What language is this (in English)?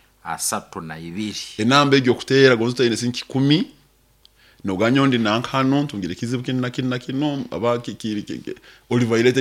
Nyoro